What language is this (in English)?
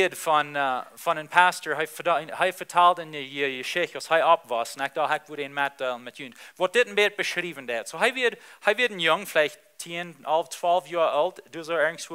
Plautdietsch